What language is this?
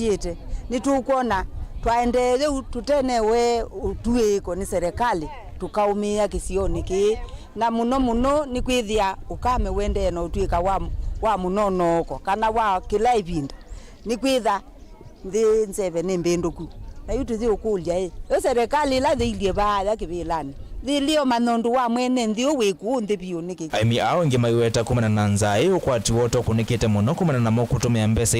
Kamba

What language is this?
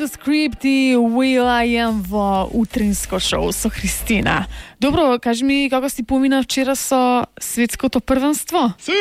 Macedonian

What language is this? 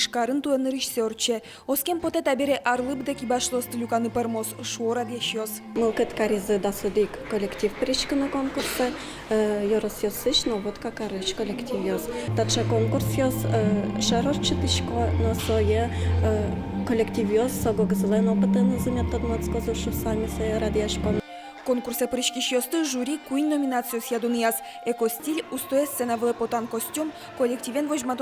Udmurt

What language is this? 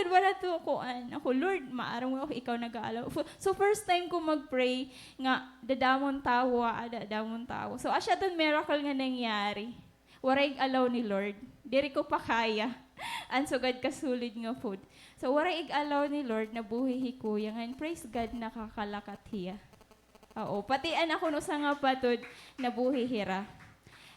Waray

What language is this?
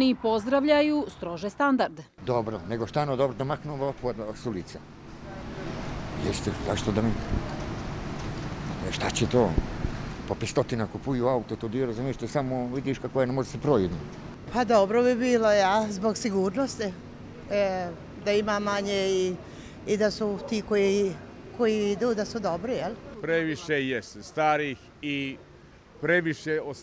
Bosnian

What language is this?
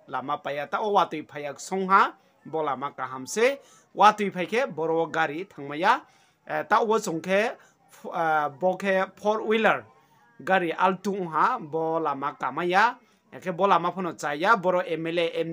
Riang (India)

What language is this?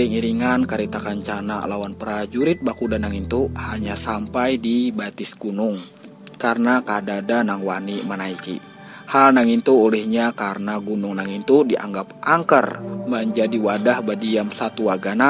Banjar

